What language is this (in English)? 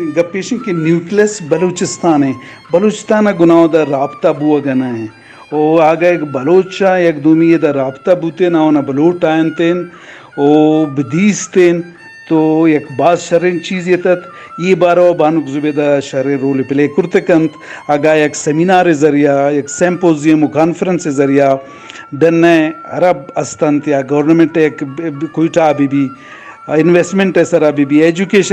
Eastern Balochi